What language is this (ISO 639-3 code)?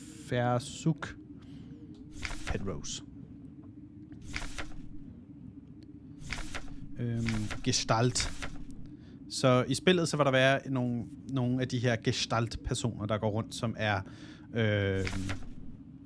dan